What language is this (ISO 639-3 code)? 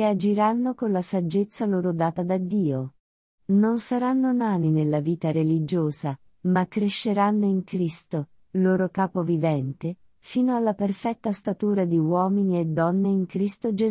ita